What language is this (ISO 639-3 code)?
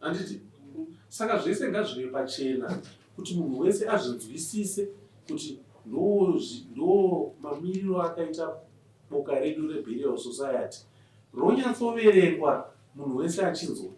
sna